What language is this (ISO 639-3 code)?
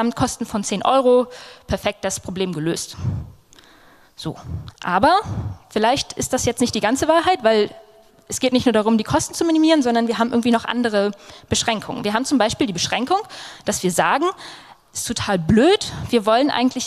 deu